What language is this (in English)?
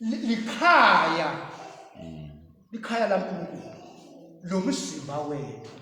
Swati